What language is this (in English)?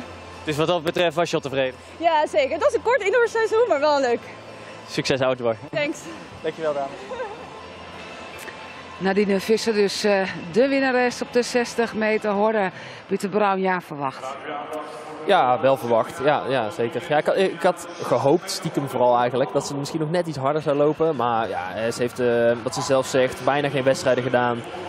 Dutch